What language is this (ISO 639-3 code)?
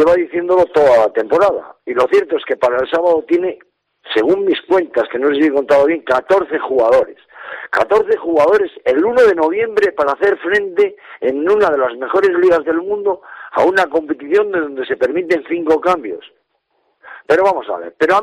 spa